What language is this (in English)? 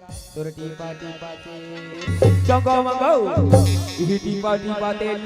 Chhattisgarhi